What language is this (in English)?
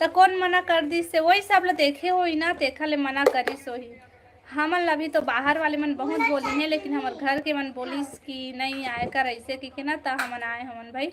Chhattisgarhi